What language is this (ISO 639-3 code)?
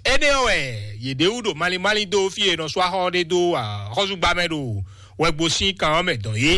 fon